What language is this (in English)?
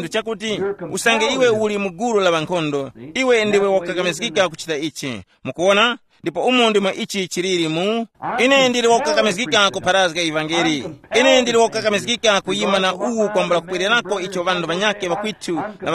Tumbuka